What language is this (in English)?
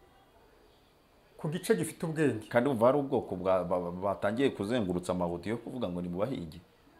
Kinyarwanda